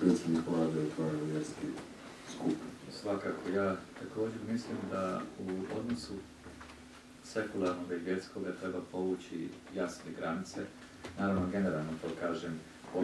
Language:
Croatian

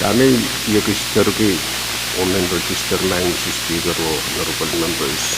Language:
Pohnpeian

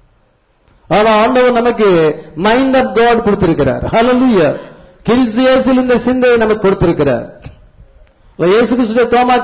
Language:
Tamil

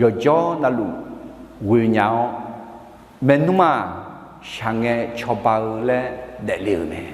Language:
Akha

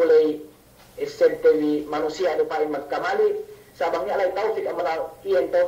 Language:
Yakan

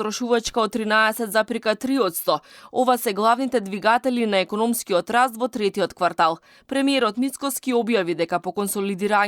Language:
Macedonian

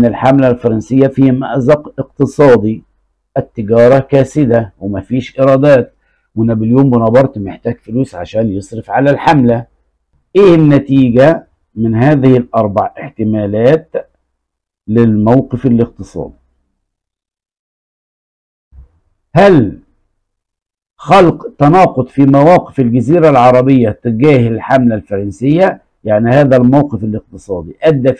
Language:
Egyptian Arabic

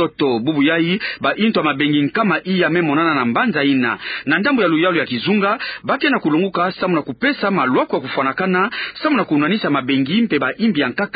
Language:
Kituba (Democratic Republic of Congo)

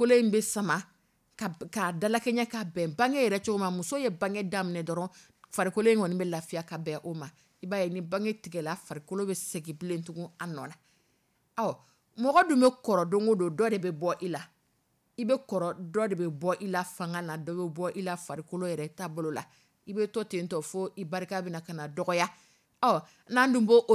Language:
Dyula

